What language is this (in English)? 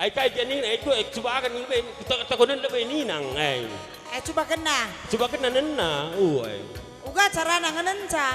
Batak Karo